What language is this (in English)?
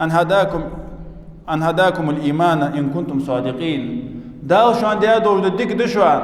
Ingush